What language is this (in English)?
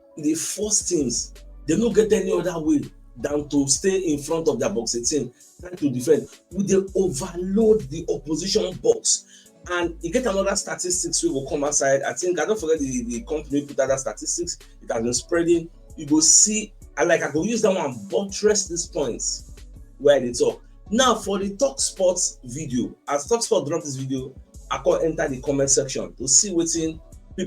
Nigerian Pidgin